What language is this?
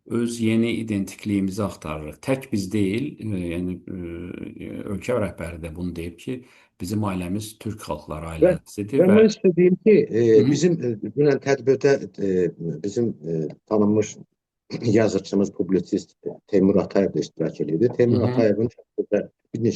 Azerbaijani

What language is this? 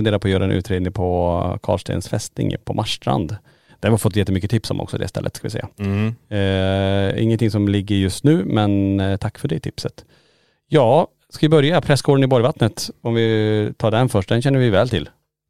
Swedish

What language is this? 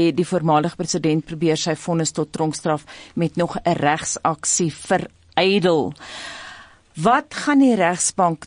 Afrikaans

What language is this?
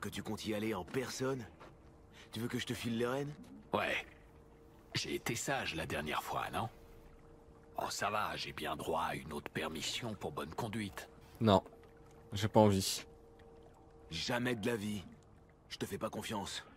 French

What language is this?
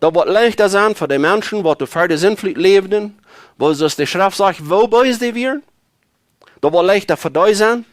Plautdietsch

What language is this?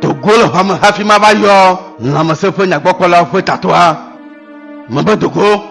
Ewe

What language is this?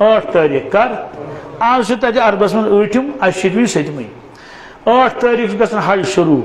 Kashmiri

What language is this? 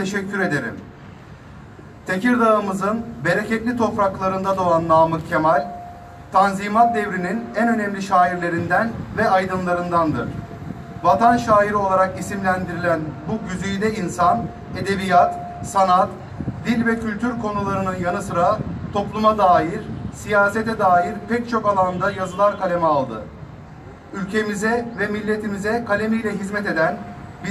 Turkish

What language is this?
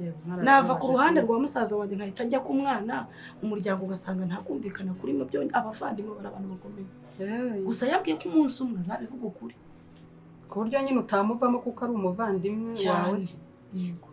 Kinyarwanda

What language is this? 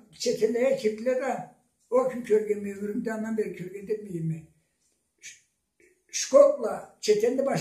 Karachay-Balkar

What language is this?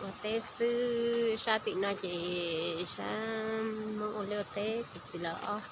Hmong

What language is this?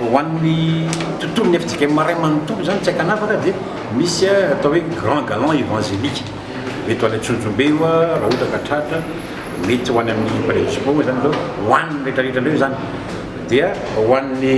Malagasy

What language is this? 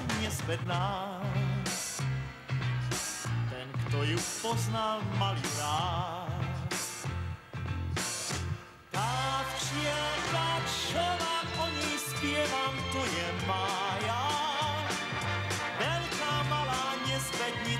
Slovak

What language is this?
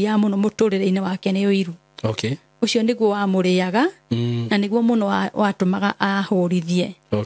Kikuyu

